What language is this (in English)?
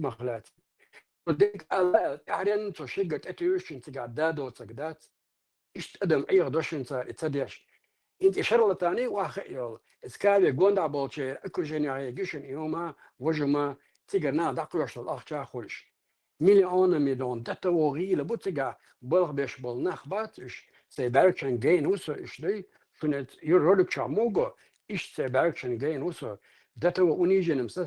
Chechen